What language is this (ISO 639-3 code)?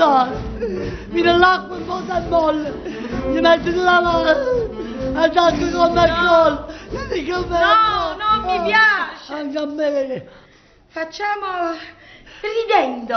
nap